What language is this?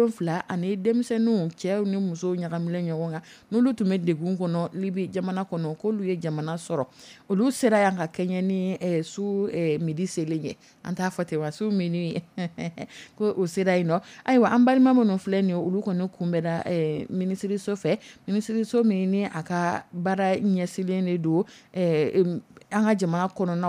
Dyula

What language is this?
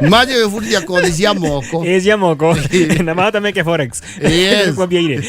Kikuyu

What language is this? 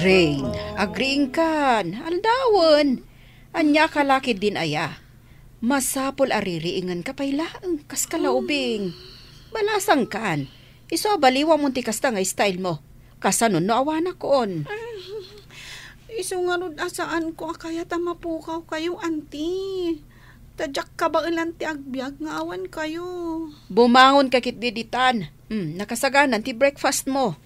Iloko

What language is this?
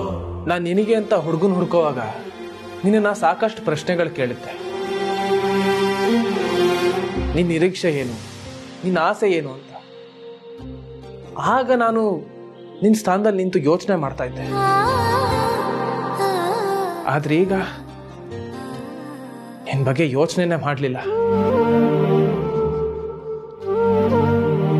Kannada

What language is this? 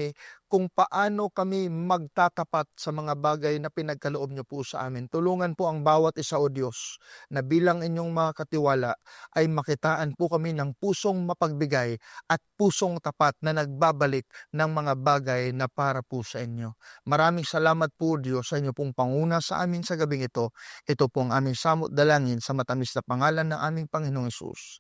Filipino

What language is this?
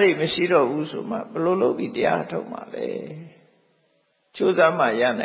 Burmese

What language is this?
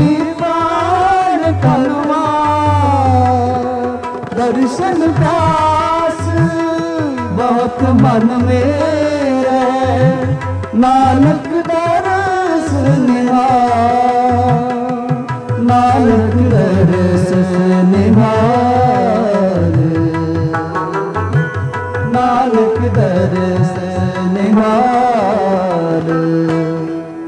Hindi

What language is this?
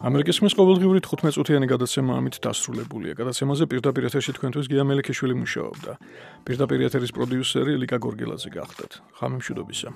Georgian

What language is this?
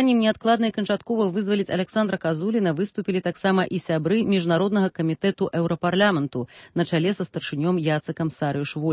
Belarusian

